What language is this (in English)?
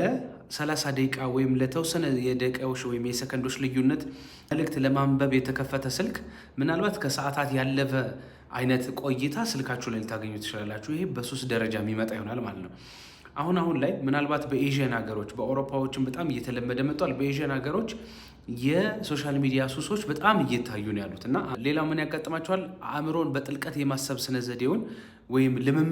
Amharic